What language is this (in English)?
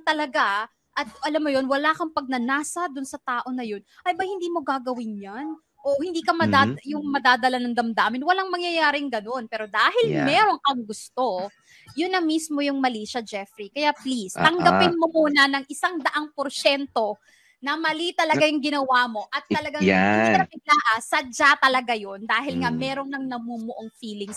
Filipino